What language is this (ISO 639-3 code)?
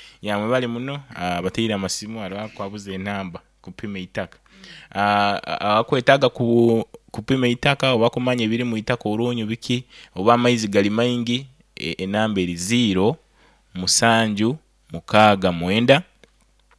nyo